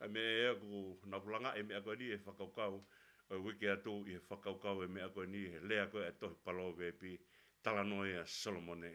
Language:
Tongan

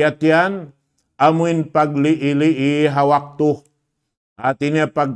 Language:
Tausug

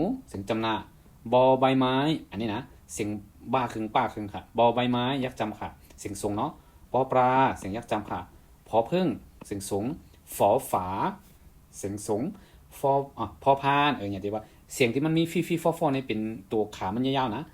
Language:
Shan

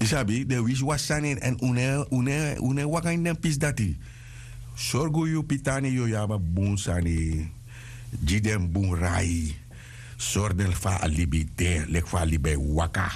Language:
Sranan Tongo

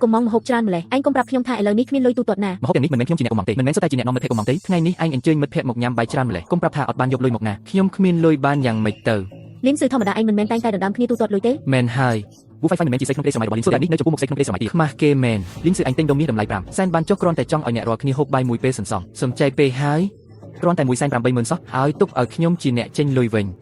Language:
Khmer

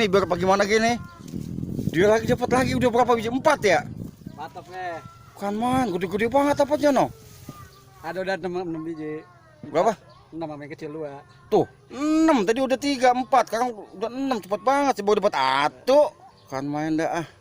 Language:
Betawi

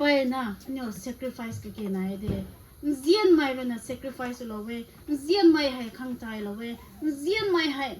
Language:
Rongmei Naga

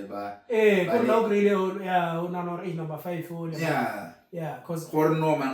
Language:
Tswana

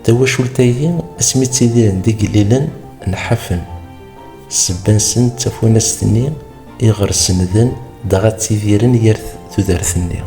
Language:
Kabyle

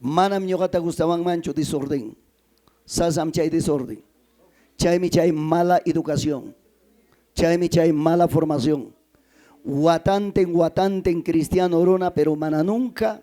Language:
Ayacucho Quechua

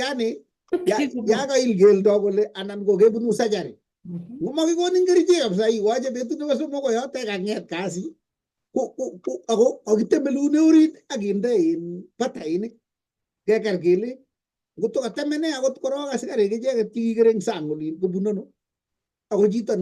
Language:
Kalenjin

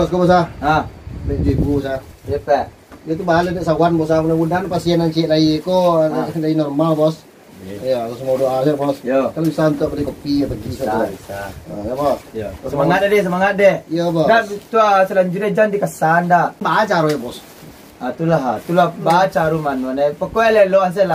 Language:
Minangkabau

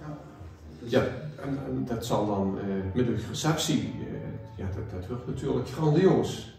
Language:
Limburgish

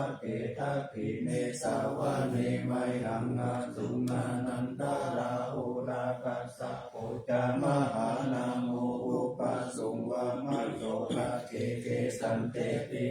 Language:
Pali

